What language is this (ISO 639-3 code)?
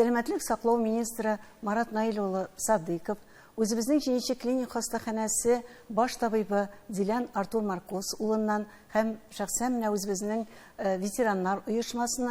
tat